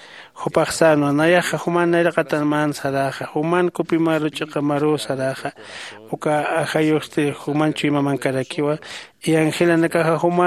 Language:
Aymara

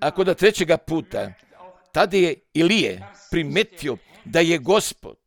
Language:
Croatian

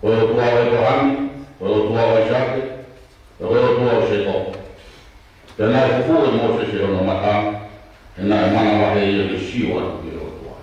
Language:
Tongan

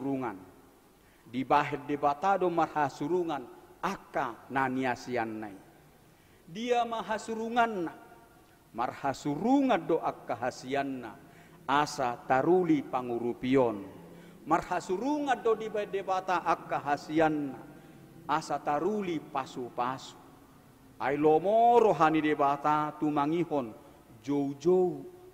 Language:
Batak Toba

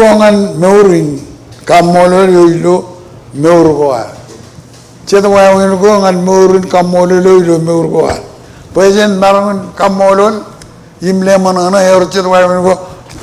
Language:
Marshallese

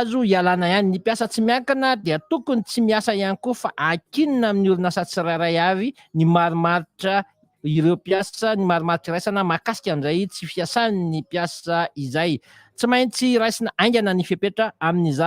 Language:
Malagasy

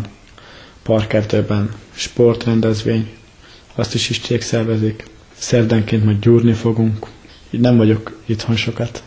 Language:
Hungarian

